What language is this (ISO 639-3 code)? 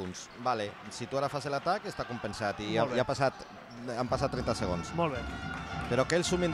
cat